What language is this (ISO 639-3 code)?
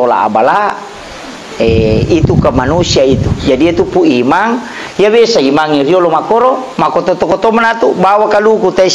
bug